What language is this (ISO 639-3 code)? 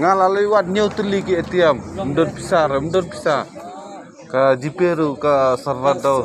kha